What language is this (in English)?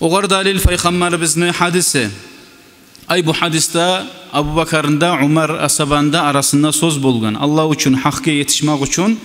Kumyk